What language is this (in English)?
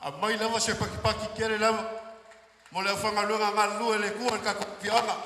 Samoan